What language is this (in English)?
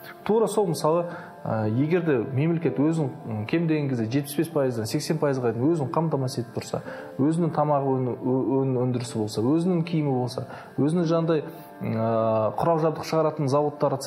Kazakh